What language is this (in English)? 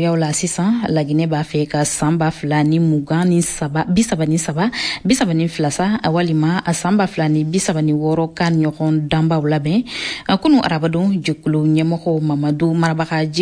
Bambara